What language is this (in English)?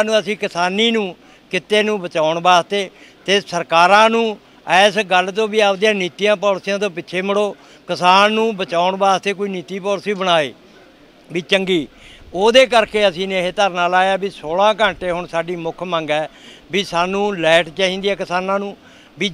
Punjabi